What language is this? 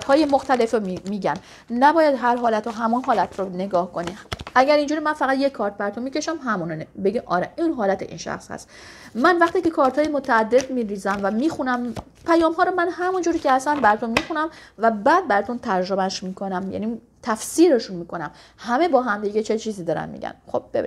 Persian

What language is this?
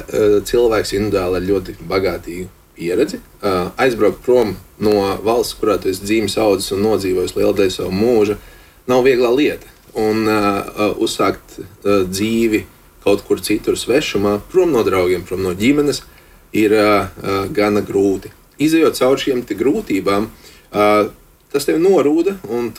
Latvian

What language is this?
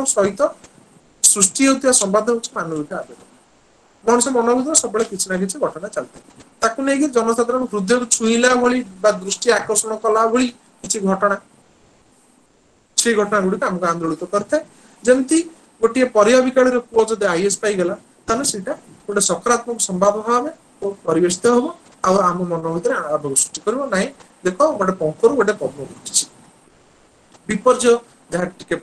Odia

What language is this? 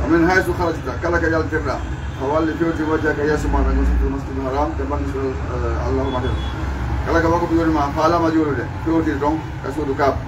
Fula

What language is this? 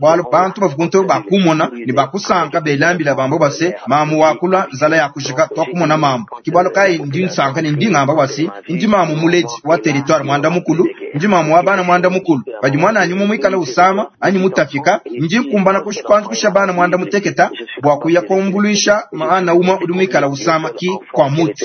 Luba-Lulua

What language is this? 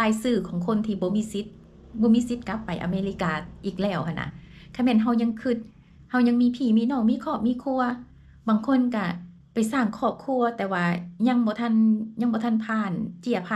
Lao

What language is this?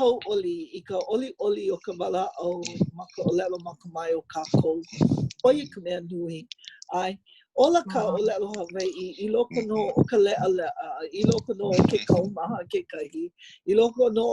Hawaiian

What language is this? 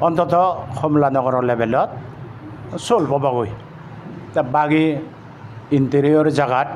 Chakma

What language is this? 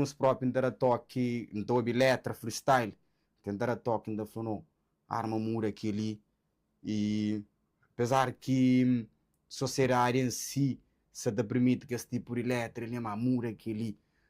Kabuverdianu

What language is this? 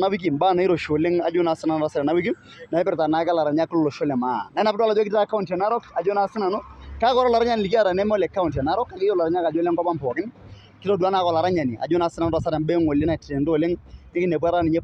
Masai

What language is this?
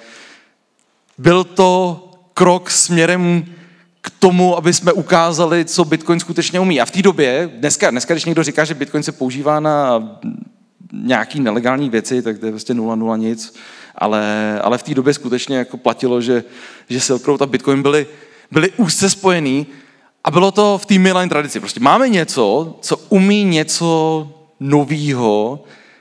Czech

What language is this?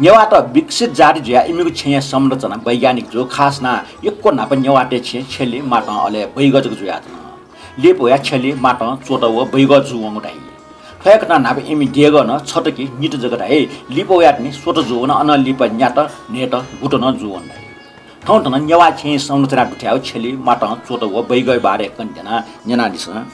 Newari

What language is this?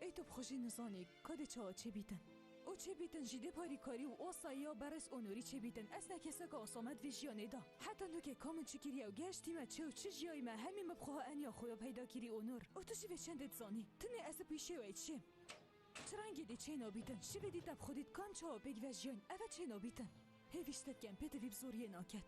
Kurdish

